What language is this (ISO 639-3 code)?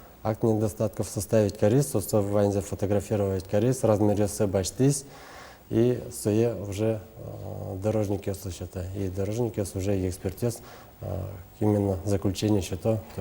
udm